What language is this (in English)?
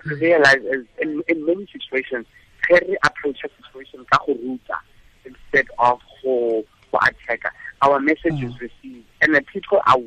Tswana